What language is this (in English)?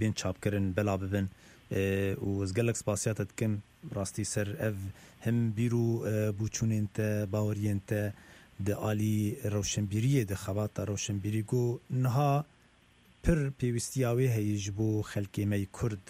Kurdish